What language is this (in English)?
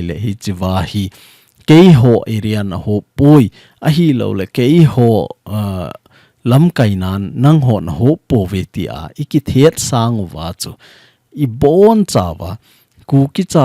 Thado Chin